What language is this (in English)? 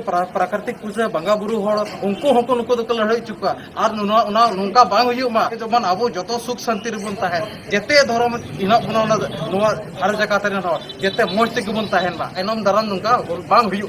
Santali